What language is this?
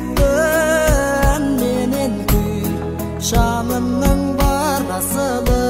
Kazakh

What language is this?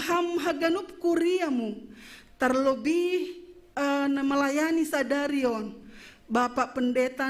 Batak Simalungun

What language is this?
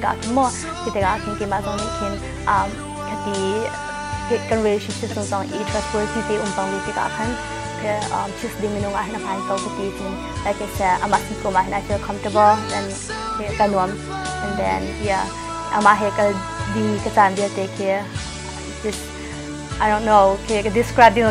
Hakha Chin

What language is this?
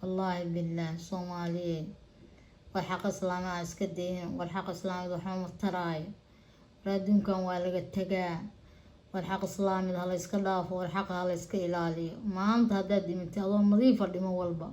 Somali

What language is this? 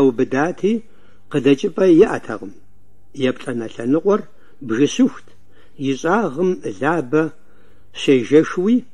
Kabardian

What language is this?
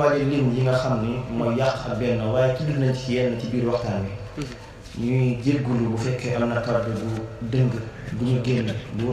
Wolof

